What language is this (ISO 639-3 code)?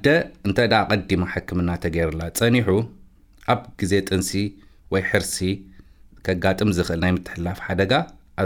tir